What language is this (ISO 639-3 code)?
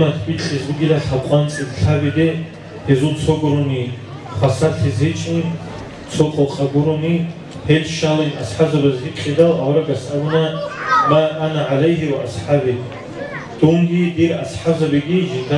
ava